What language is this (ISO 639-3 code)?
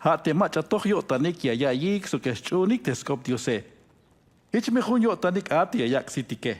tzh